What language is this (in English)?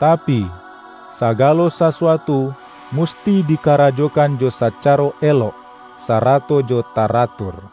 Minangkabau